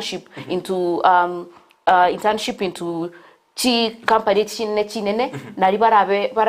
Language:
Gusii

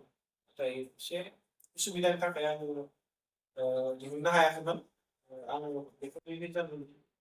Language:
Bodo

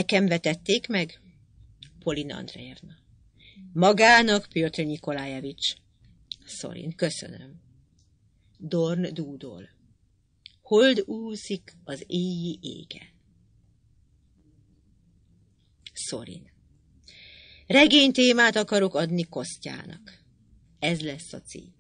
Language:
Hungarian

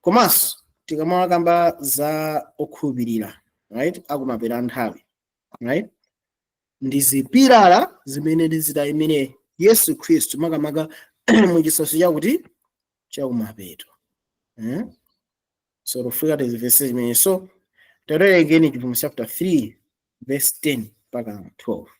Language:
Nyanja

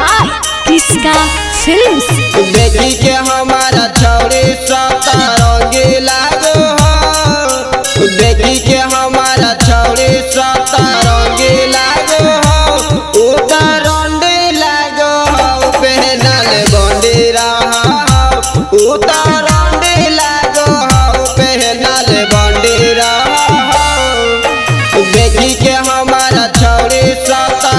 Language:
Bhojpuri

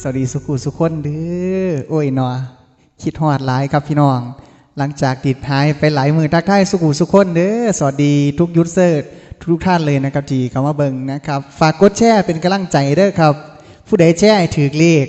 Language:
Northeastern Thai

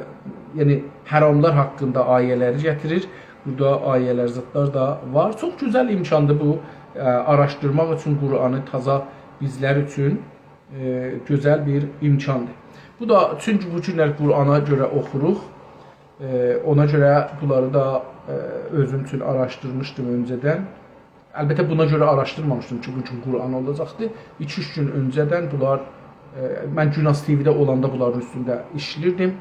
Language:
South Azerbaijani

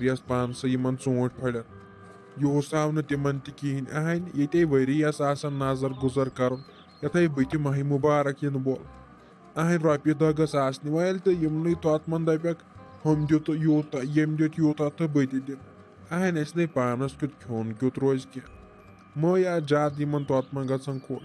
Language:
Kashmiri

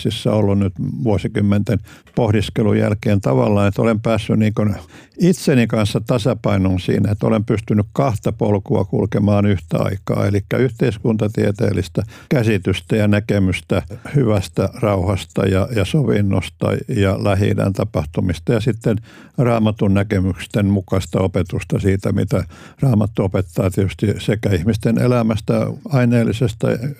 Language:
Finnish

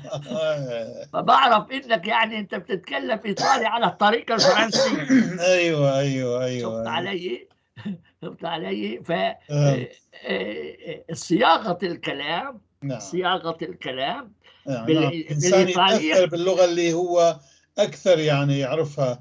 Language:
North Levantine Arabic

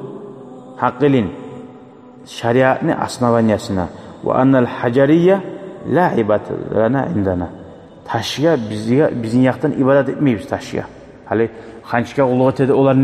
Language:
Kumyk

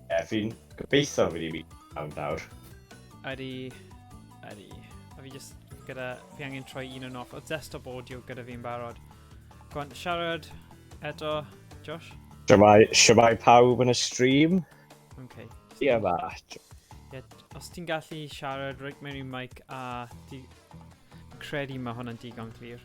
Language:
Welsh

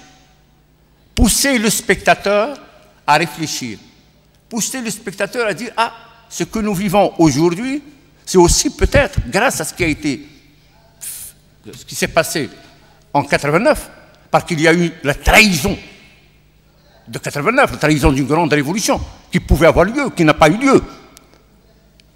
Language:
French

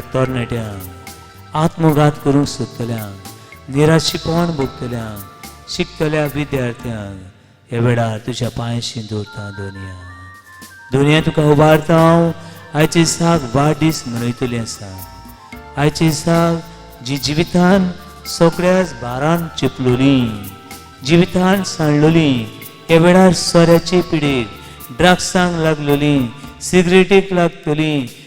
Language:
Konkani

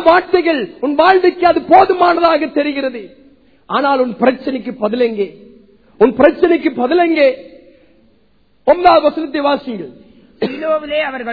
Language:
Tamil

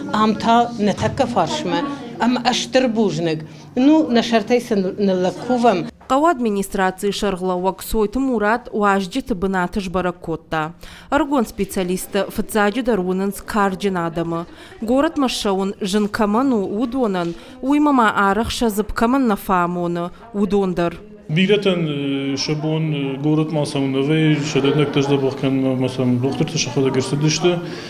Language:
Ossetic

